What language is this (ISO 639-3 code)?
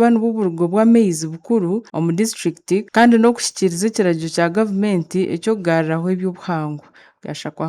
nyn